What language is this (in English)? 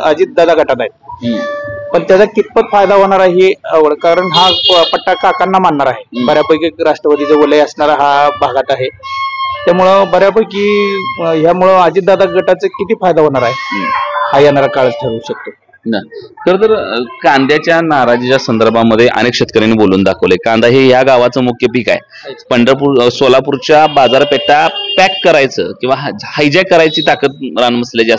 Marathi